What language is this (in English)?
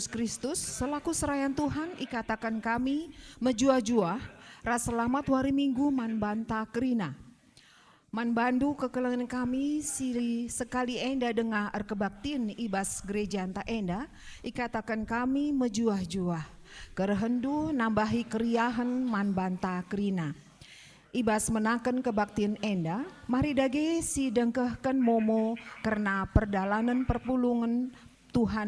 Batak Karo